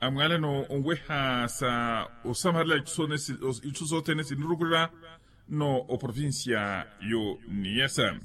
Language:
Makhuwa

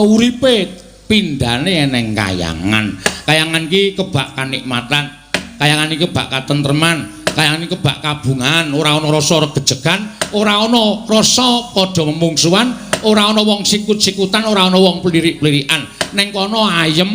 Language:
Javanese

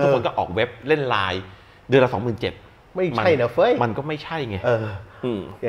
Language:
Thai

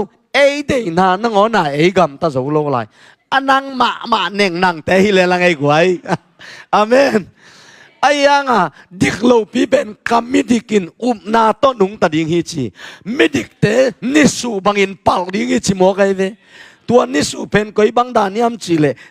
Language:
Tedim Chin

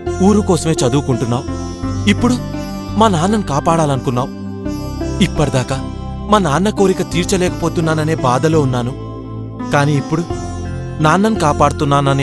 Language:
Telugu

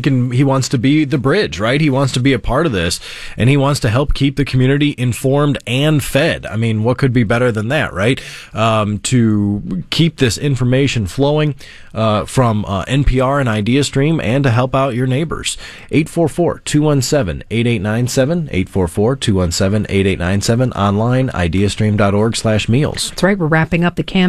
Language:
English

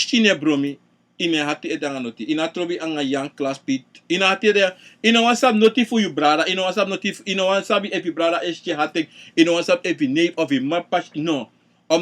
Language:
Sranan Tongo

